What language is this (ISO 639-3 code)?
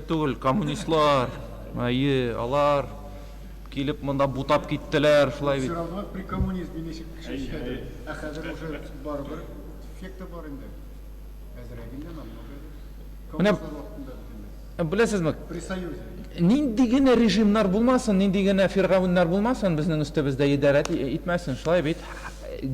tat